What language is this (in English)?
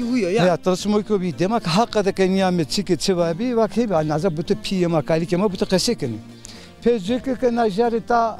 Zaza